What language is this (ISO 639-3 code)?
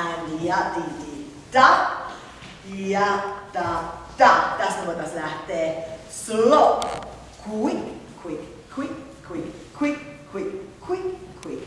lat